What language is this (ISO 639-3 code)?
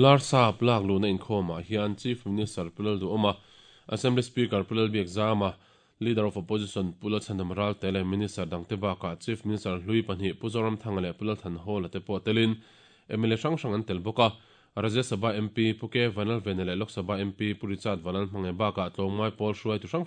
lus